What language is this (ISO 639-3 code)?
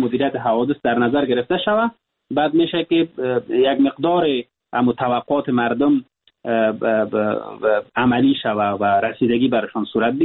fas